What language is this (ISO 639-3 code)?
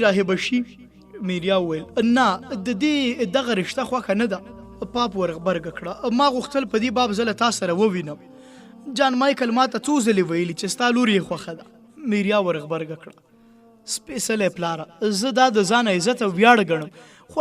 pus